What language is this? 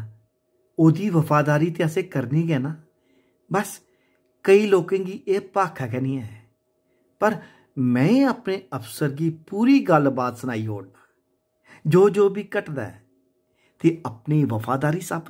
Dogri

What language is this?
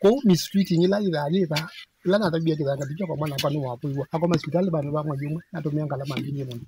Kamba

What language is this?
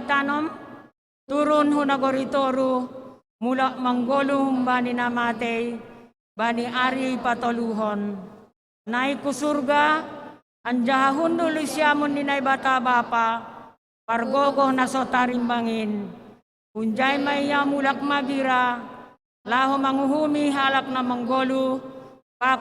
Batak Simalungun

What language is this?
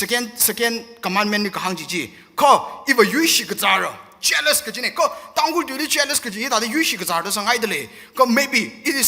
Tangkhul Naga (India)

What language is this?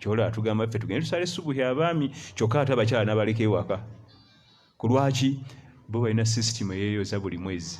Ganda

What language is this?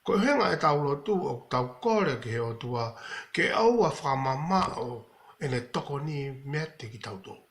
Tongan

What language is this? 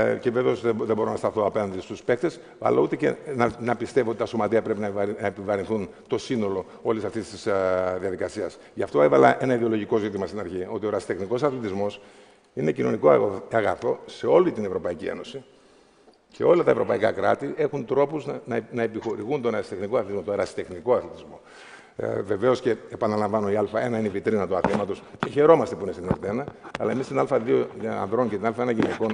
Greek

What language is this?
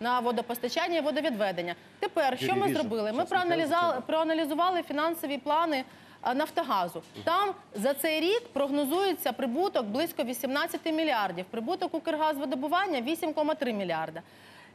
Ukrainian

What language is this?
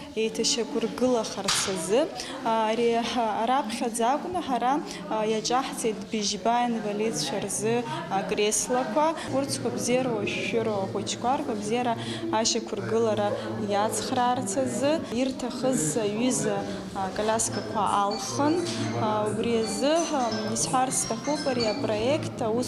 Abkhazian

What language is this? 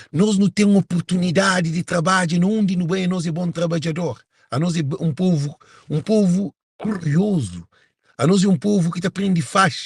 Kabuverdianu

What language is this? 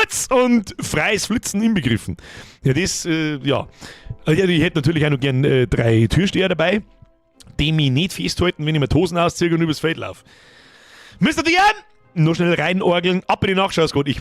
Bavarian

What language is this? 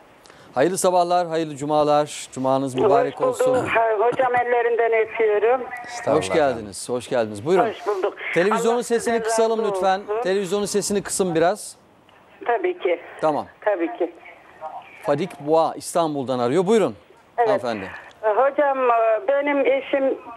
Turkish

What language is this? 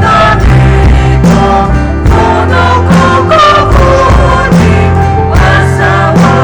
Poumei Naga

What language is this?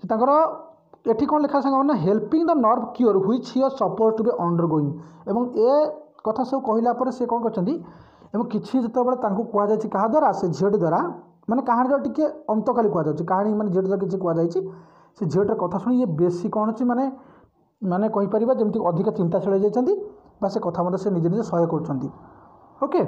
Odia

